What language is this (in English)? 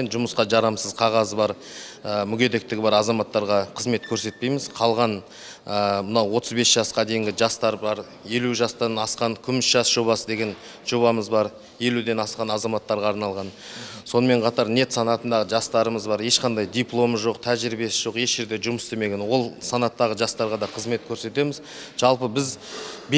Kazakh